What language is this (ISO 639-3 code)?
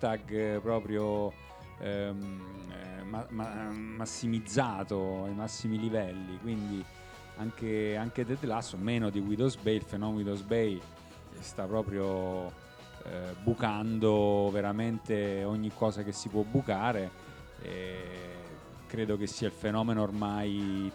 ita